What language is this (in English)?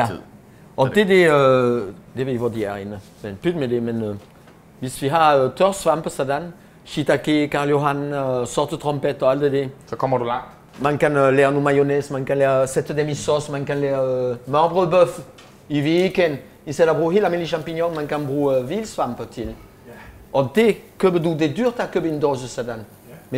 Danish